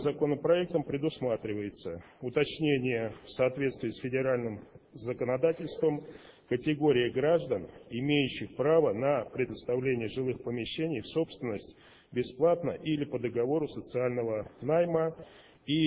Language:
Russian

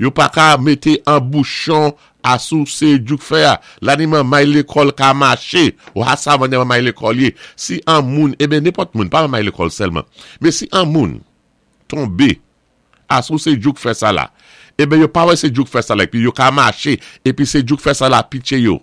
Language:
Saint Lucian Creole French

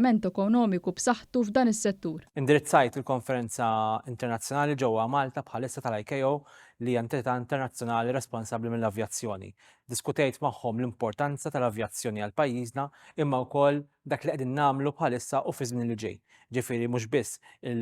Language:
Maltese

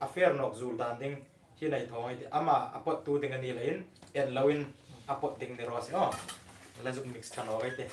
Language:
Hmar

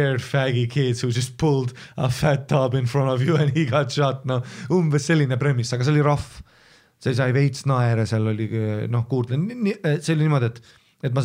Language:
Estonian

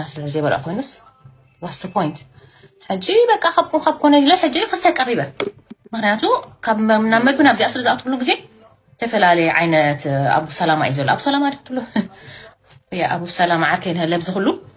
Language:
Tigrinya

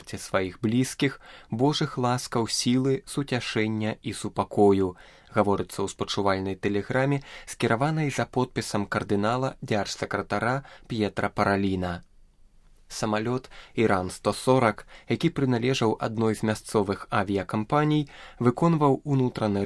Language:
Belarusian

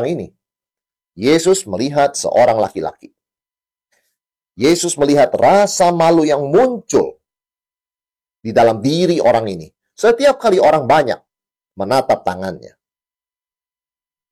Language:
Indonesian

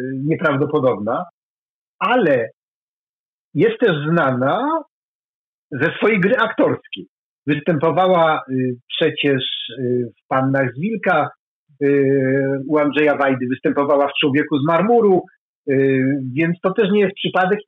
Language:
Polish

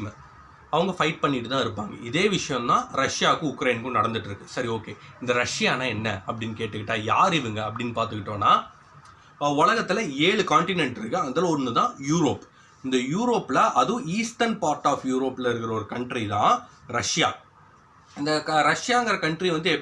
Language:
Tamil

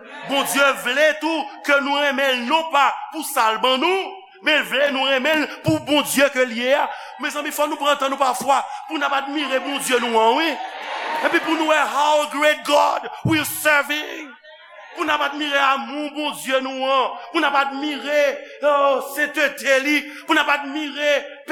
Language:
Haitian Creole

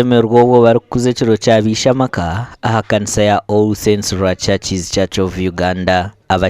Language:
Nyankole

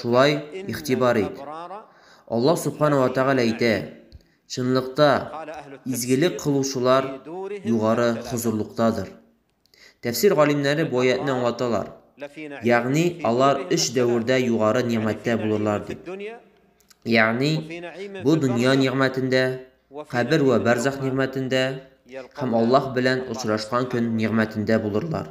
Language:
Tatar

